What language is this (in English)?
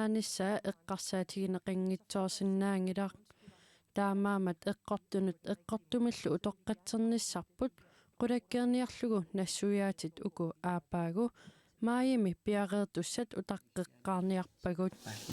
Kalaallisut